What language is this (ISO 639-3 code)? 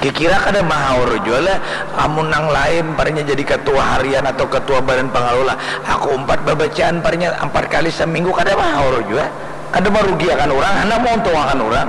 bjn